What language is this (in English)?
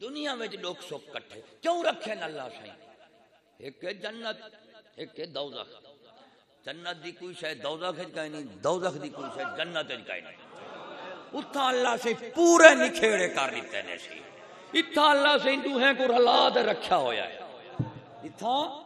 Saraiki